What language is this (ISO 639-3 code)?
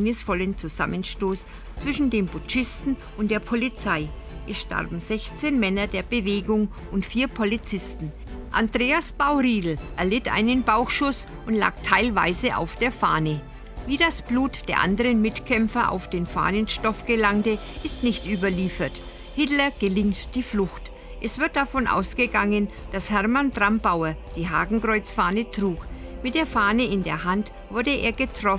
deu